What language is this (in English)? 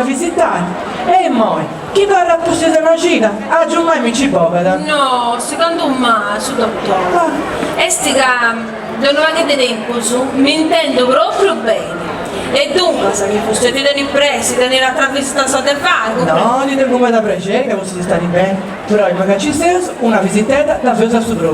Sardinian